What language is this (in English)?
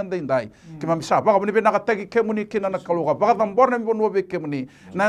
Fijian